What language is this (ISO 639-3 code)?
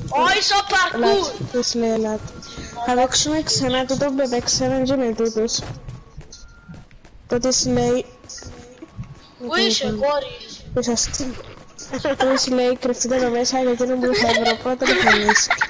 ell